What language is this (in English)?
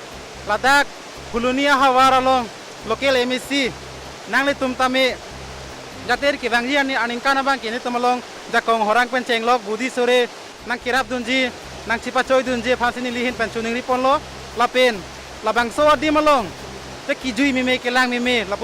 Karbi